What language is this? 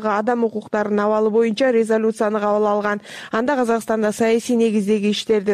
Kyrgyz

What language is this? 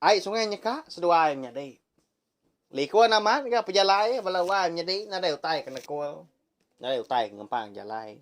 Iban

